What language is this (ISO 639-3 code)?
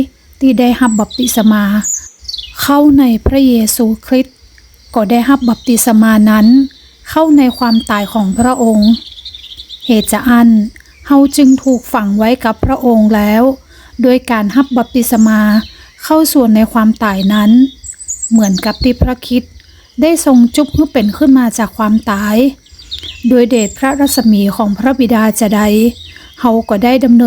nod